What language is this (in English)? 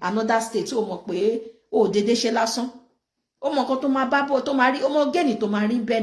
Yoruba